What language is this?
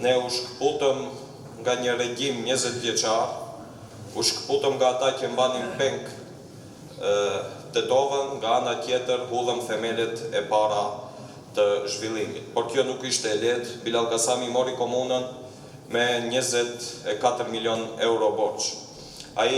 Albanian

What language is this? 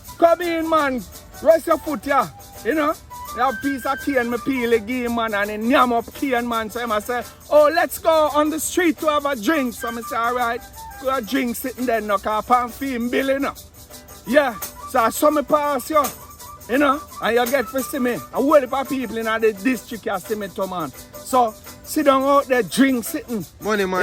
Jamaican Creole English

